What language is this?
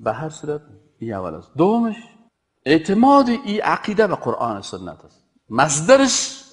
Persian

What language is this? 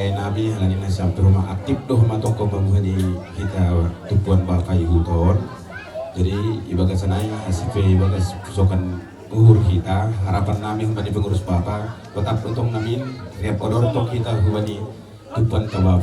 Batak Simalungun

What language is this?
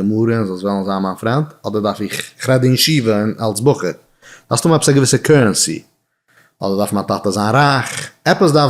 Yiddish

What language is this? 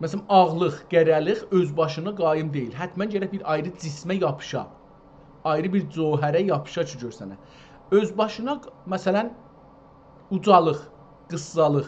South Azerbaijani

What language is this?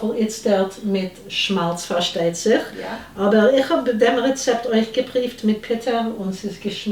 Yiddish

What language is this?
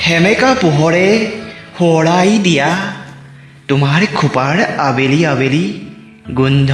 Assamese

